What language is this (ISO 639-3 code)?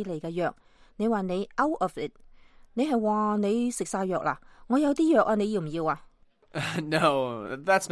yue